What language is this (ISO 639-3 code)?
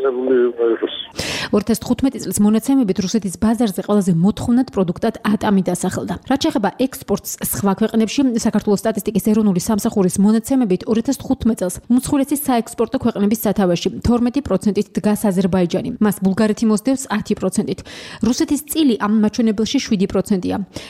kat